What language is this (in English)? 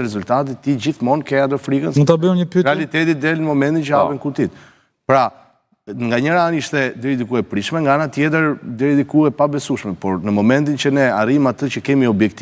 Albanian